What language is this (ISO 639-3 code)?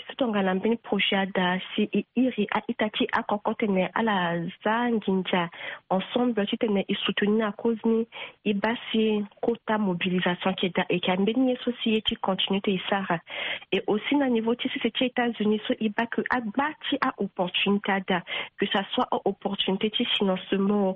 sag